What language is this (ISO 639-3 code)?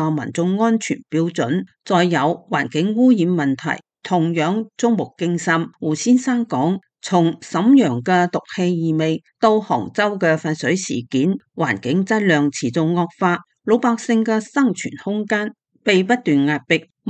yue